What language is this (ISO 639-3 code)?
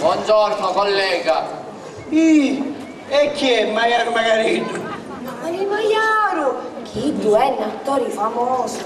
scn